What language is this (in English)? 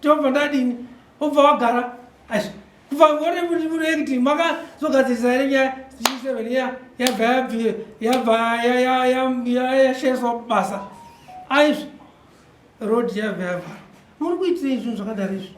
Shona